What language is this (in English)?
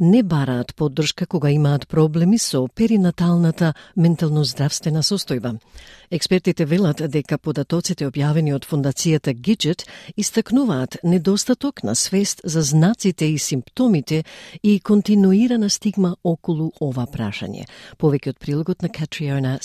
Macedonian